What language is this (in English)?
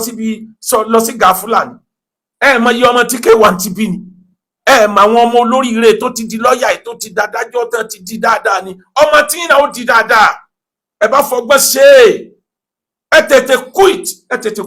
Yoruba